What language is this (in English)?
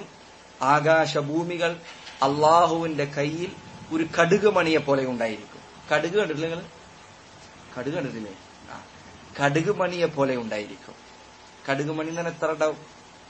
Malayalam